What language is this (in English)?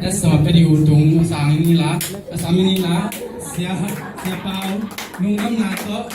Tedim Chin